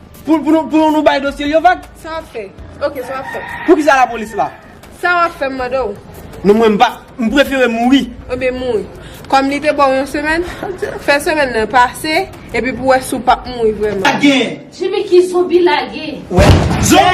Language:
Haitian Creole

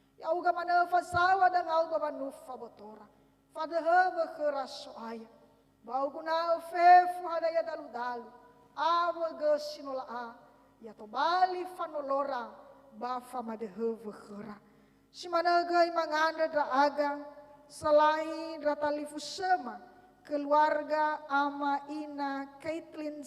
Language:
Nias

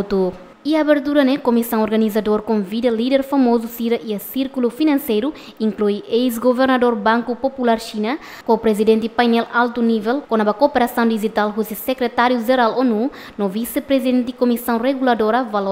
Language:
Tetum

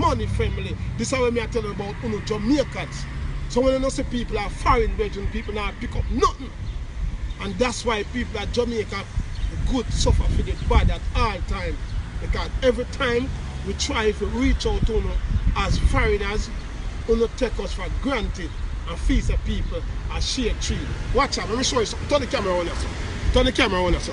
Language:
Jamaican Creole English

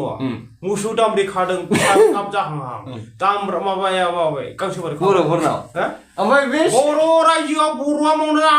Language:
Bodo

